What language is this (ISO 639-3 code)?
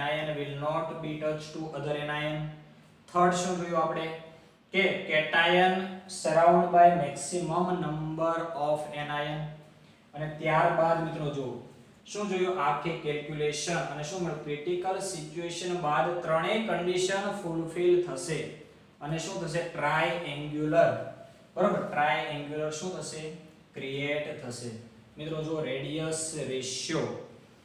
guj